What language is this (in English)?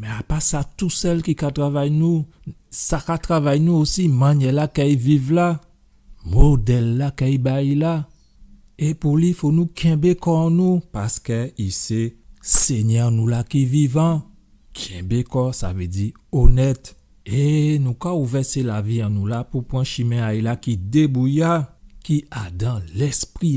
Guadeloupean Creole French